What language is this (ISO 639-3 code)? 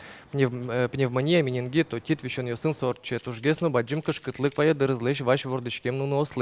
udm